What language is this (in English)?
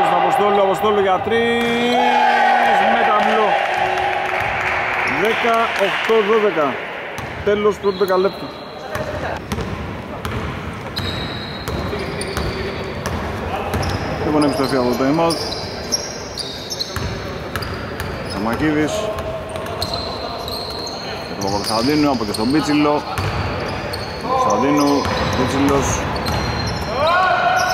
Greek